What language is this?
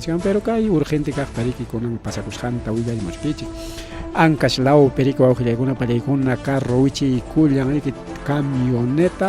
Ayacucho Quechua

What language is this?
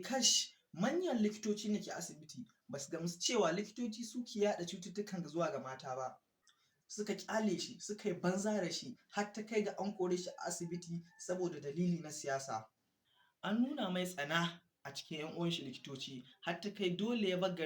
Hausa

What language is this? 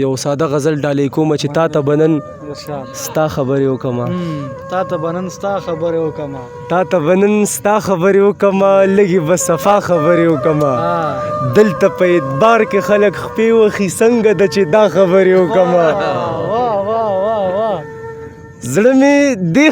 Pashto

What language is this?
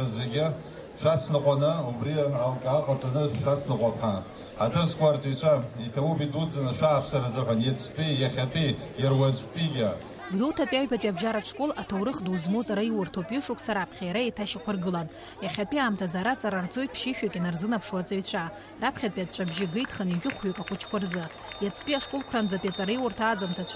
Abkhazian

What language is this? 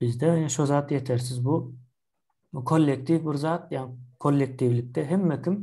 Turkmen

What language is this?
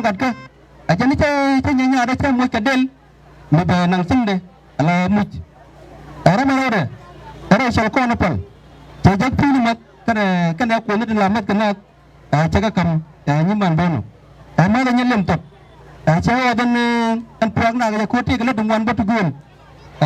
Nuer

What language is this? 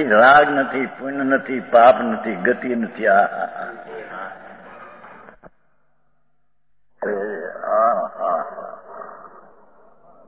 Gujarati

